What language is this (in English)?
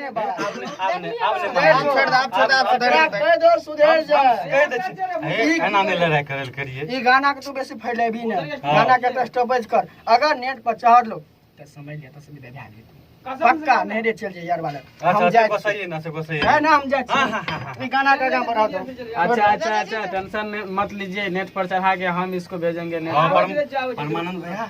Maithili